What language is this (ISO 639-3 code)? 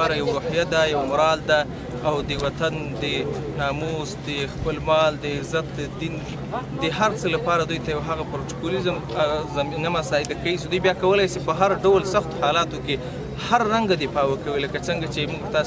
pus